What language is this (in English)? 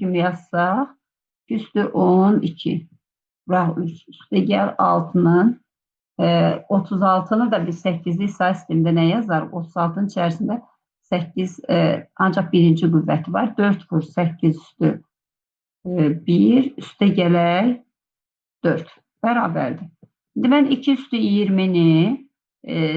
Azerbaijani